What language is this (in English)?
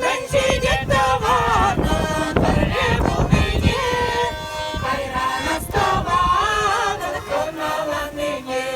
Chuvash